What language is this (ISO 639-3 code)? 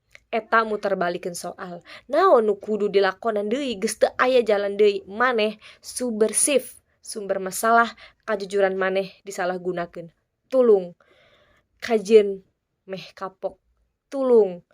sun